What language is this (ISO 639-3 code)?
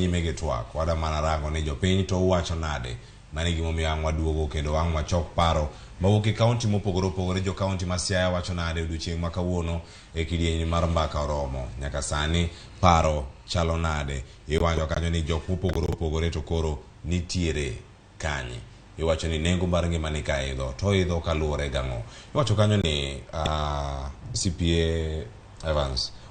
luo